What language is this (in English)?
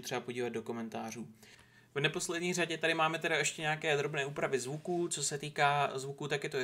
Czech